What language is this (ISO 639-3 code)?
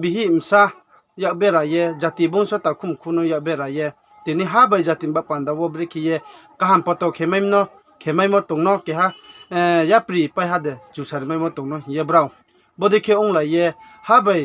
ria